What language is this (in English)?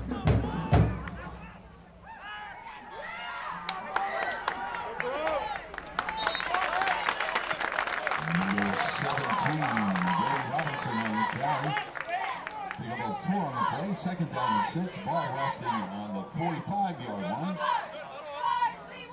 English